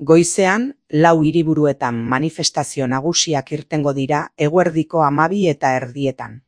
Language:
Basque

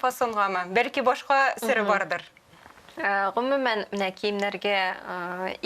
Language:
Tatar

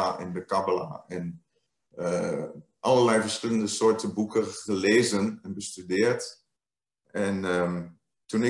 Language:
Dutch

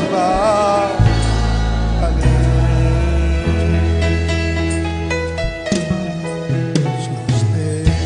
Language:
Spanish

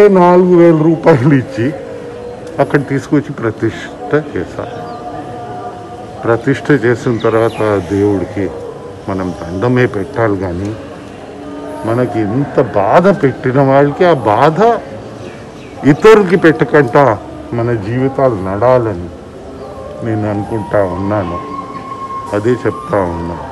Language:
Telugu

